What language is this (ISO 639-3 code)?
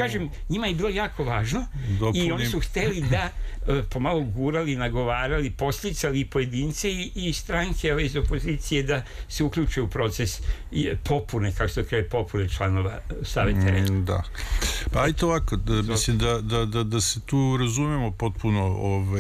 srp